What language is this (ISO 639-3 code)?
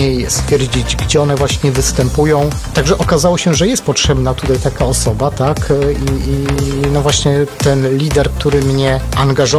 pol